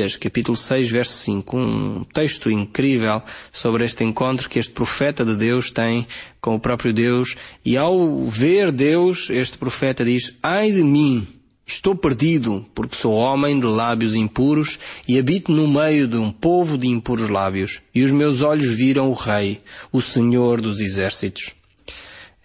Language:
Portuguese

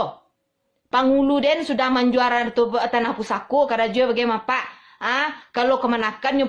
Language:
Minangkabau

